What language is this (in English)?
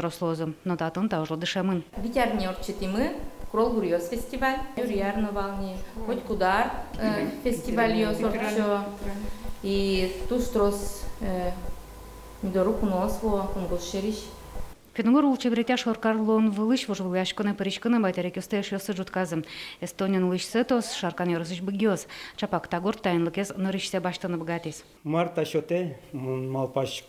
Udmurt